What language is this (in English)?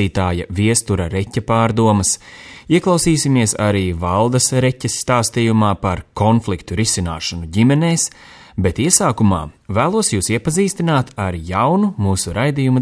Latvian